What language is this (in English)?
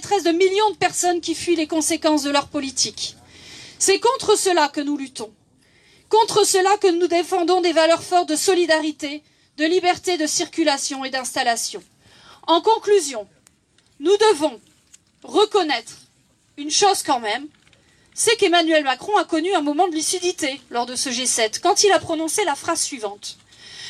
French